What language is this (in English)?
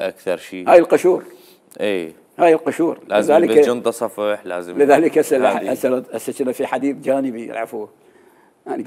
Mesopotamian Arabic